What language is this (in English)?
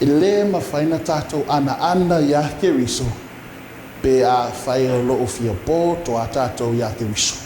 Samoan